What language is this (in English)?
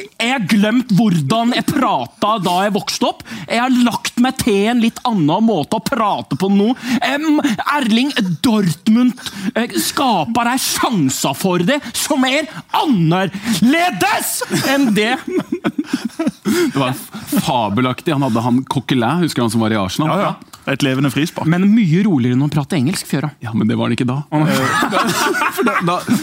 Norwegian